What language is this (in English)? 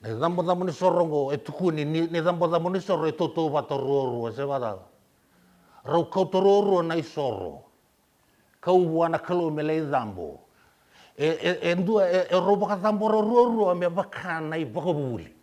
Fijian